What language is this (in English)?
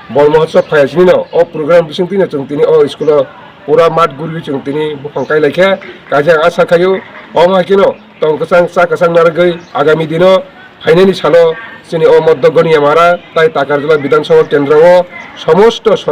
Kok Borok